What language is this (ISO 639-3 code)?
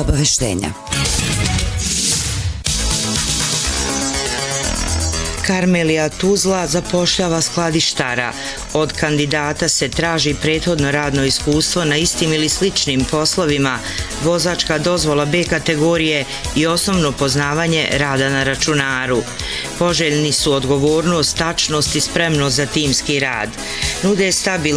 bos